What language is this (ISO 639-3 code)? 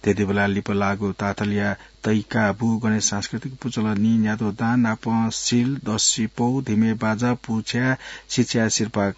new